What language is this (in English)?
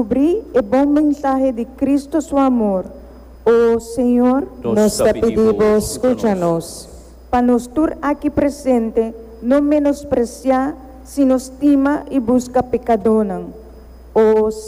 Papiamento